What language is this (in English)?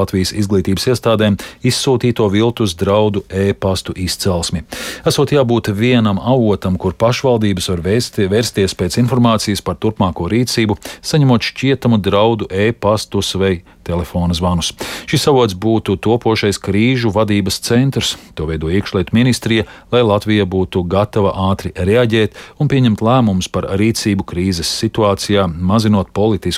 Latvian